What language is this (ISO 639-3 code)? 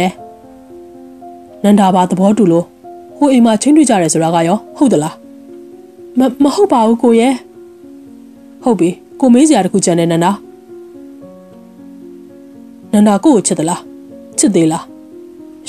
mya